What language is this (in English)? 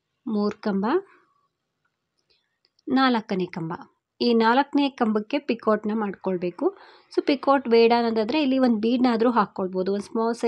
Kannada